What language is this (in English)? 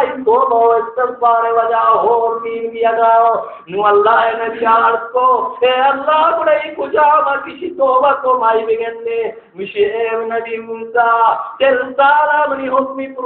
Baluchi